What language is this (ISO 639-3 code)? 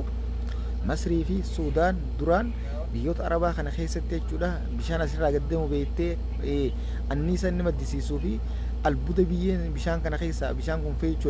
orm